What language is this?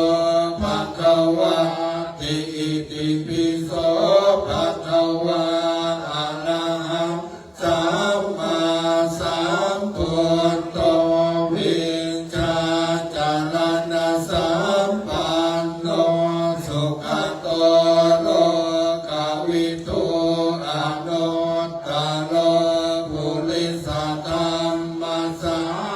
Pali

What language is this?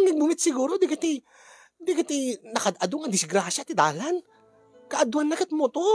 Iloko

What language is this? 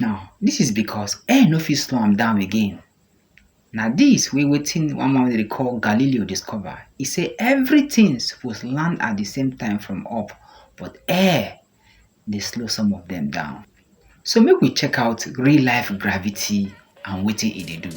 Nigerian Pidgin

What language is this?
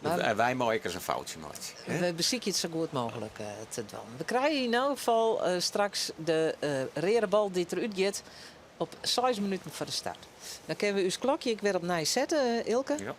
Western Frisian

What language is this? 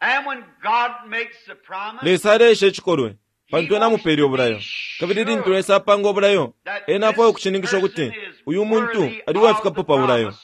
Bemba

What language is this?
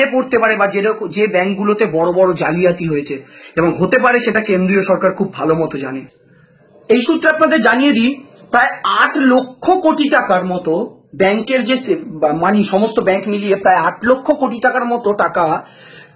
Bangla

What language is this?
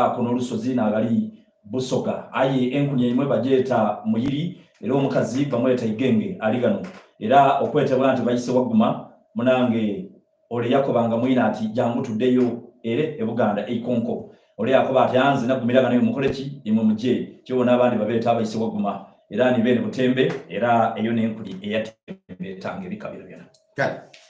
Soga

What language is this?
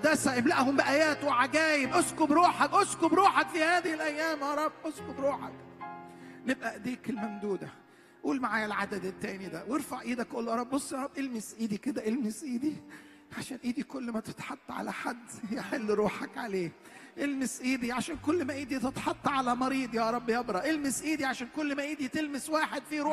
Egyptian Arabic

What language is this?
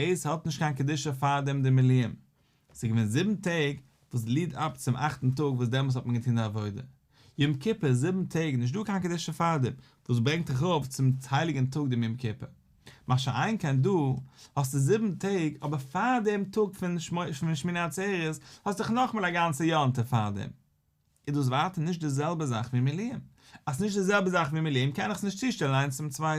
Yiddish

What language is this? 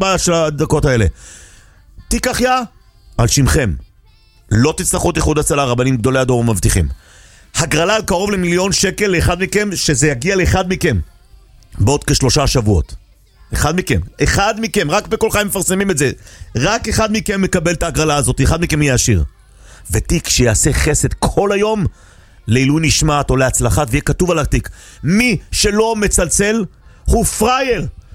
Hebrew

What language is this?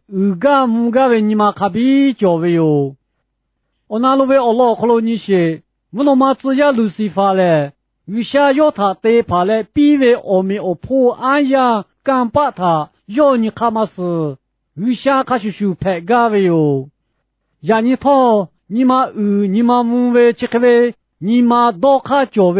Lahu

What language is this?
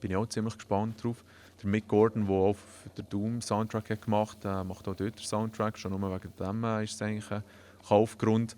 Swiss German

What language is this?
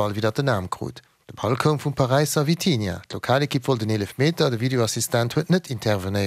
Luxembourgish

